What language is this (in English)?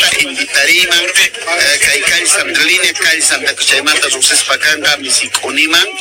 South Bolivian Quechua